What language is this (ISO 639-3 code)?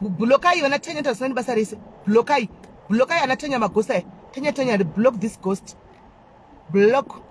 sna